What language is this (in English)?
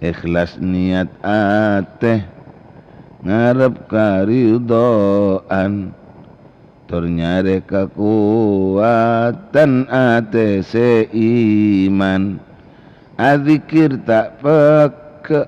Madurese